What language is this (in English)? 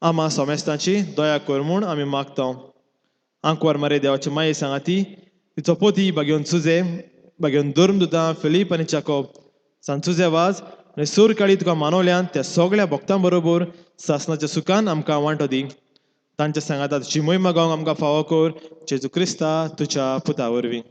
Konkani